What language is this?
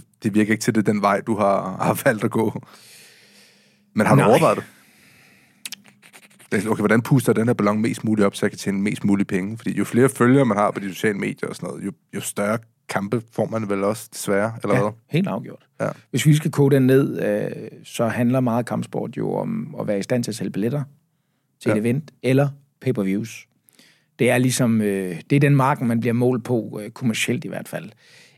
Danish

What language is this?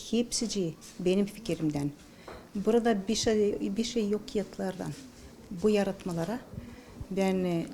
Gagauz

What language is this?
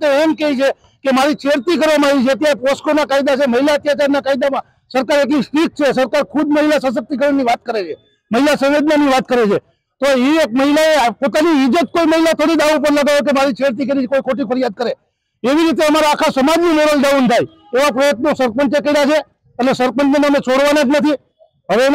Gujarati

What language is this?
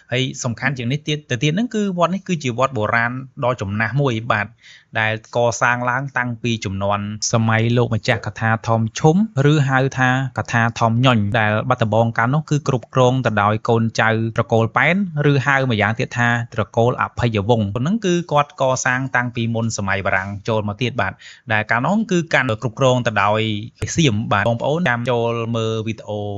Khmer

